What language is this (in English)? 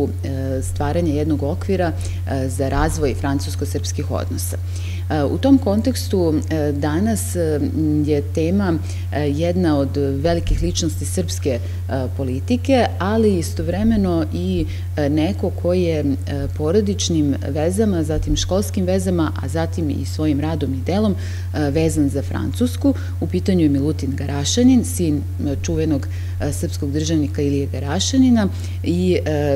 Serbian